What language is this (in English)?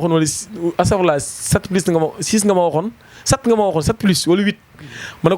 Wolof